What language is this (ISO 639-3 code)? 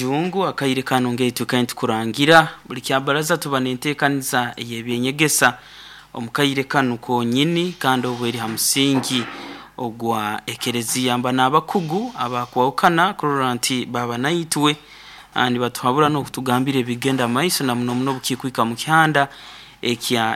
nyo